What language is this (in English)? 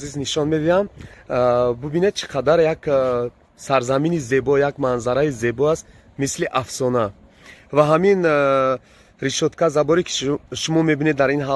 Tajik